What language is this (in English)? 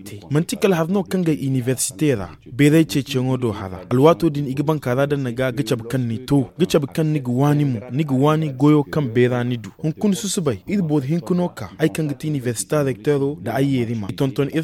Zarma